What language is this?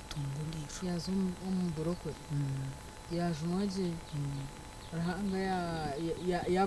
Nyankole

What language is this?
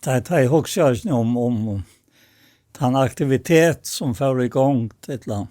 Faroese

